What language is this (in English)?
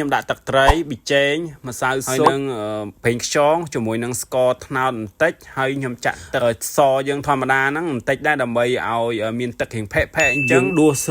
Khmer